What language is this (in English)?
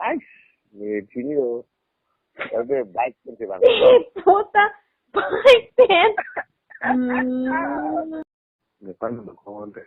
Karbi